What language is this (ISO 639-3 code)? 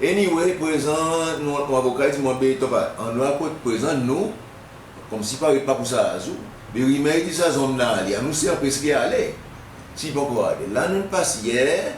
crs